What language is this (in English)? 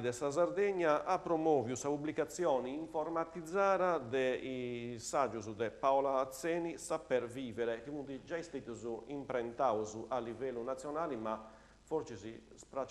Sardinian